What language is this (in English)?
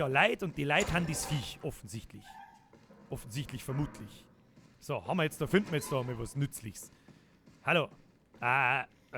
Bavarian